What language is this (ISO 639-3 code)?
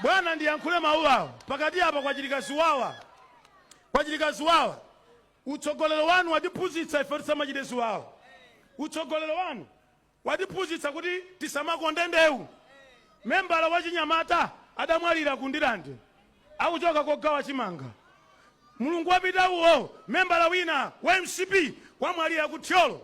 nya